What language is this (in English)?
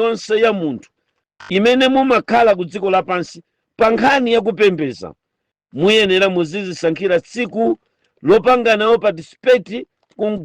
Nyanja